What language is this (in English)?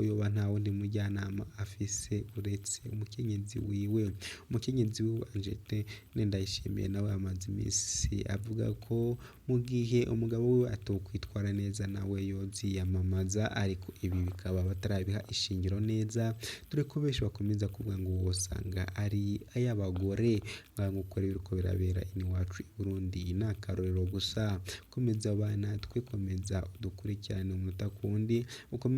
Rundi